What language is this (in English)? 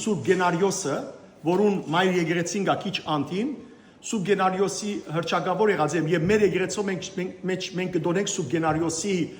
Western Armenian